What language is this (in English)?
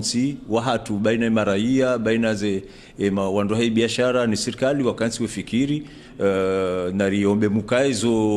Ngazidja Comorian